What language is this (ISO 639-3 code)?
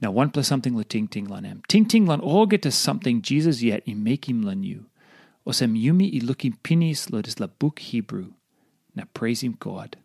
tpi